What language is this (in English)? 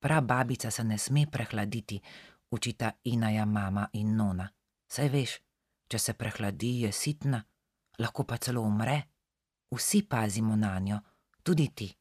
Slovenian